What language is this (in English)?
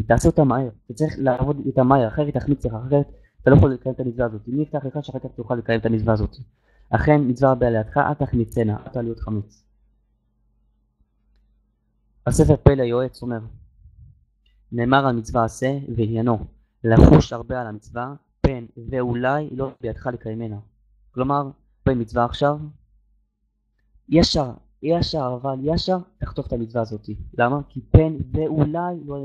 Hebrew